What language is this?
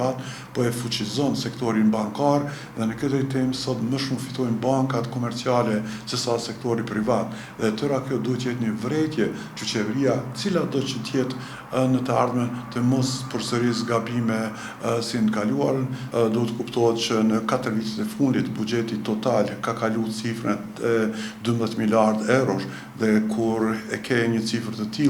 Albanian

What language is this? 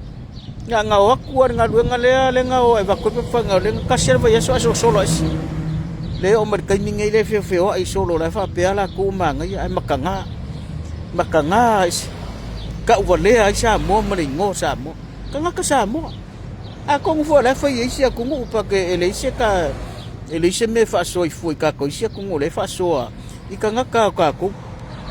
Samoan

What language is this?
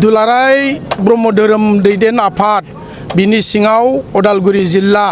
Bodo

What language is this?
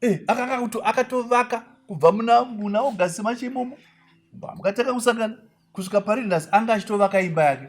Shona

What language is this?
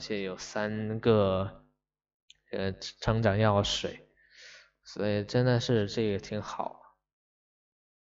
Chinese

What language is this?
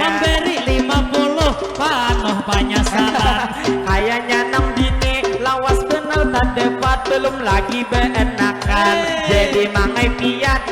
Banjar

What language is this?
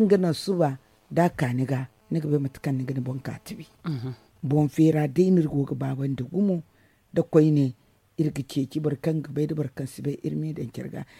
Zarma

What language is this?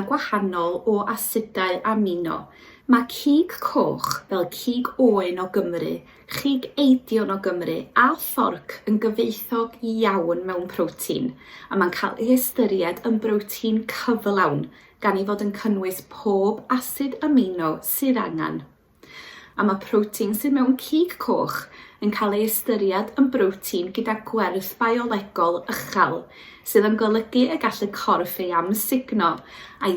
Welsh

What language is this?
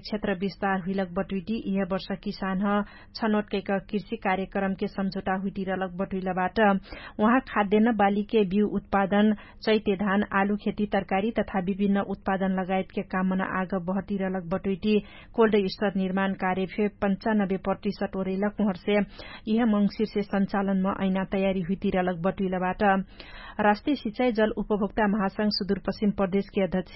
Dangaura Tharu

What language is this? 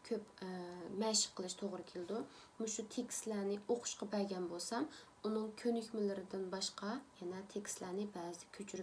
Uyghur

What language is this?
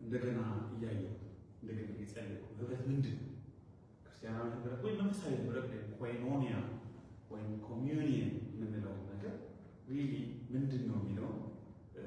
Amharic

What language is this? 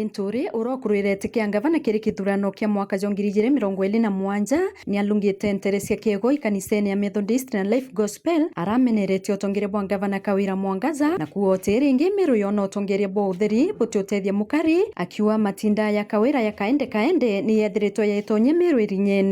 Meru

